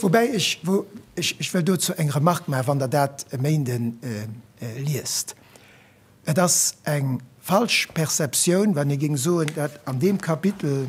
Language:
Luxembourgish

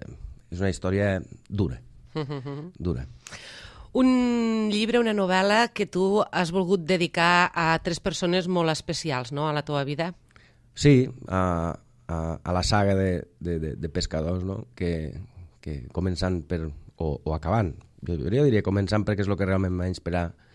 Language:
Catalan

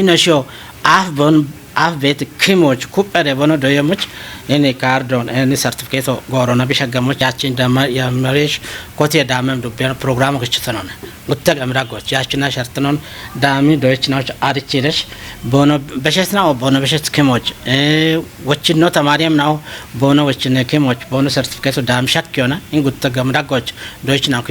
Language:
Kafa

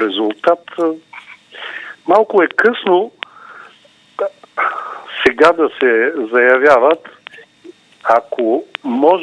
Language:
Bulgarian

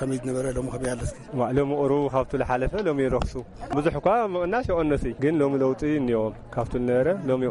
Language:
Tigrinya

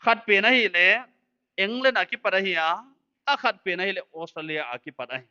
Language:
Paite Chin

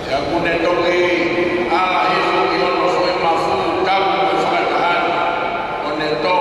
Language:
Tongan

